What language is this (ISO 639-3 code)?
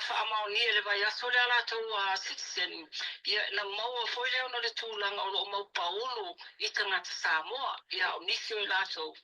smo